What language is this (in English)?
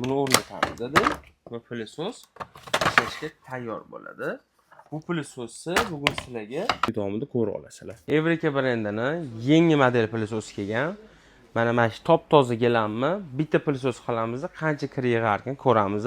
Uzbek